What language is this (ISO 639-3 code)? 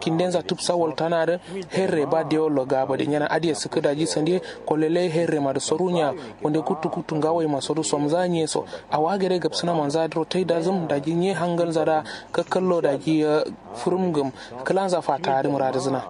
kau